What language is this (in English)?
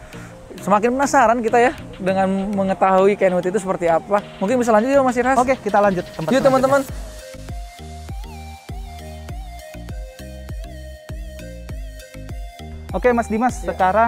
Indonesian